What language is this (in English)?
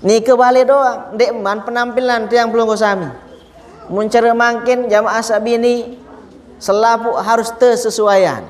Sasak